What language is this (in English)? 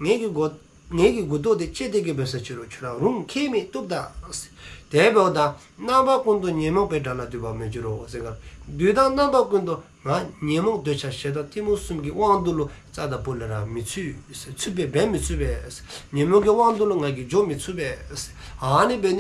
Dzongkha